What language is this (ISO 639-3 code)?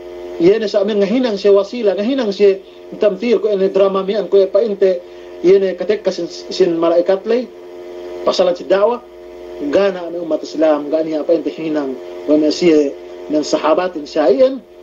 yka